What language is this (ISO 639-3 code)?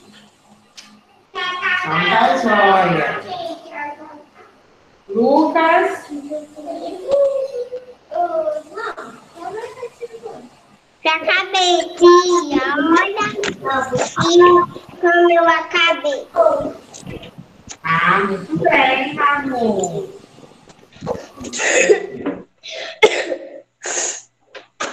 por